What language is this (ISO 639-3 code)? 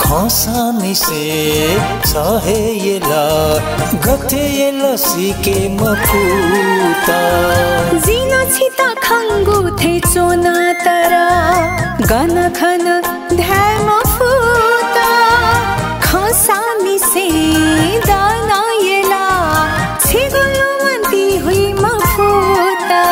new